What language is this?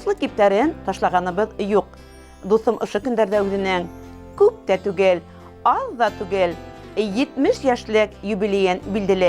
Bashkir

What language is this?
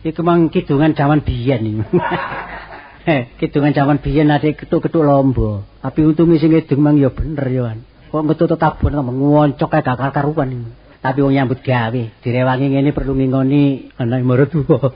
Javanese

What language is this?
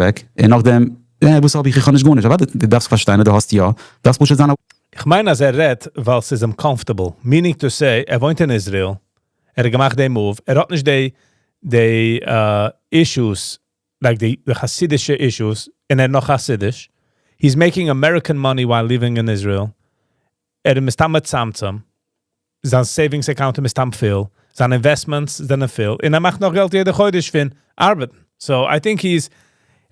Yiddish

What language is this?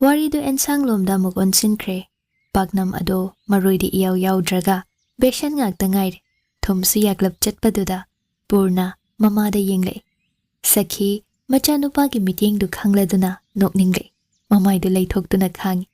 Manipuri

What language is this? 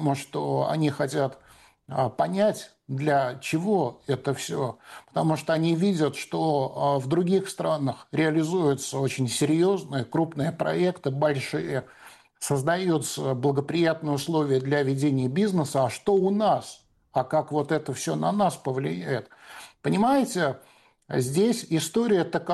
Russian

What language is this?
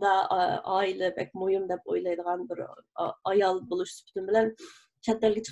Uyghur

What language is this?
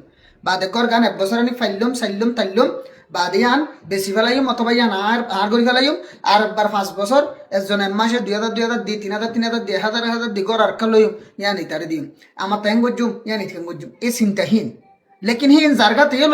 Rohingya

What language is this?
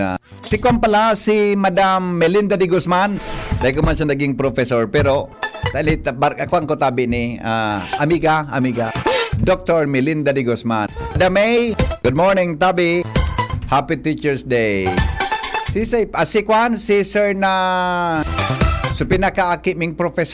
Bikol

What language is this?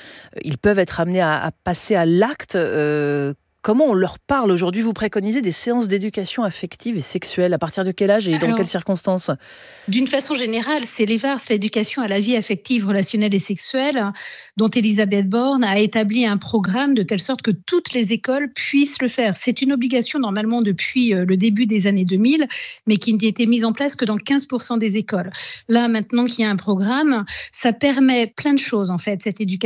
French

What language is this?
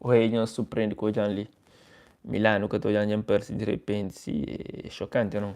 Kabuverdianu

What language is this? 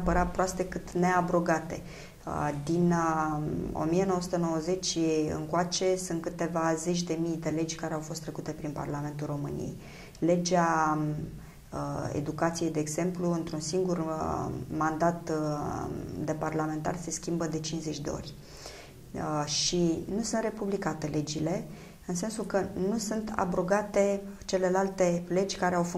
Romanian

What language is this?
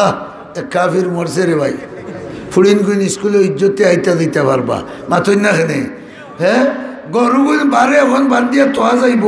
Sylheti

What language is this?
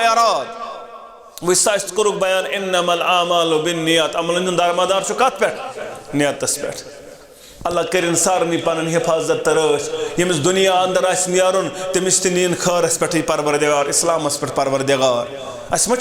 Kashmiri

